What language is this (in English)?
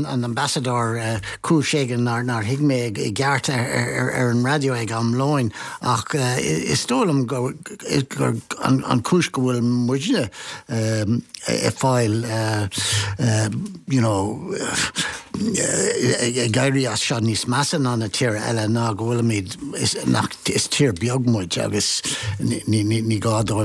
Irish